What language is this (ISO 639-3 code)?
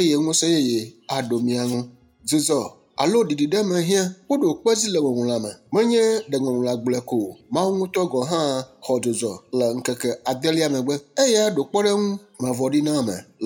ewe